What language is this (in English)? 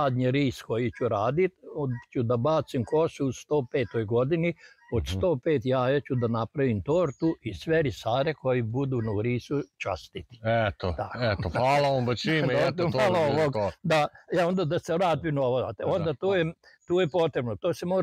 Croatian